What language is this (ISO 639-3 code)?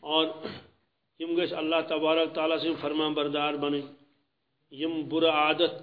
kas